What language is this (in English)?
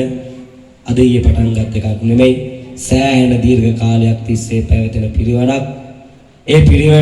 Sinhala